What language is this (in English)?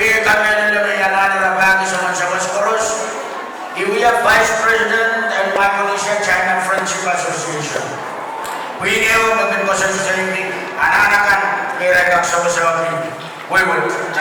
Pohnpeian